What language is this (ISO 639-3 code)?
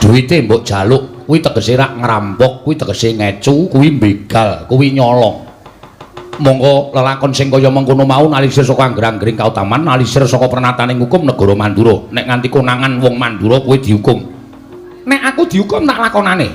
jav